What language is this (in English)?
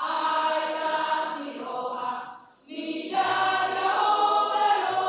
Batak Toba